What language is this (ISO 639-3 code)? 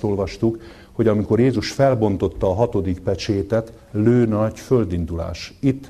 hun